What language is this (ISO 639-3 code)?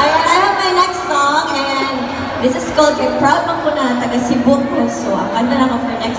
ceb